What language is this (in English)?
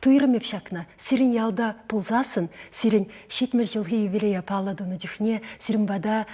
Chuvash